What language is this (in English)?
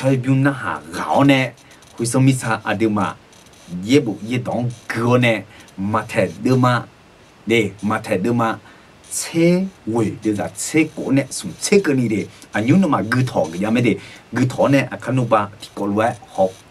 Akha